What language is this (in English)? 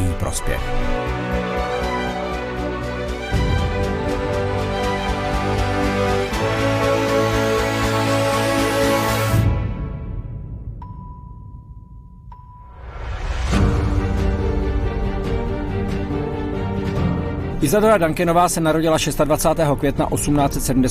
Czech